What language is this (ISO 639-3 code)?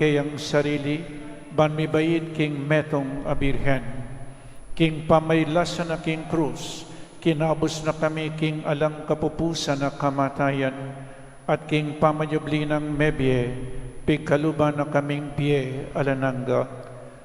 pam